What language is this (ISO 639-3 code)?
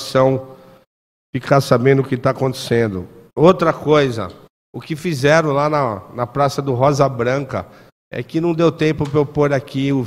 por